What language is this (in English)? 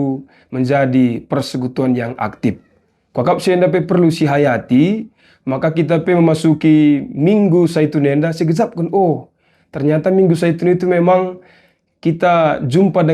Batak Karo